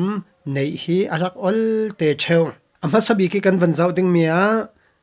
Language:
Falam Chin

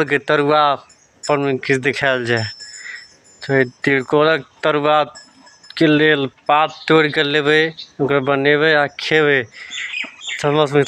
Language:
Maithili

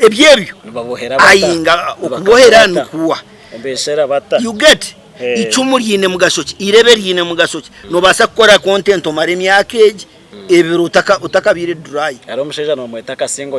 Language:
Nyankole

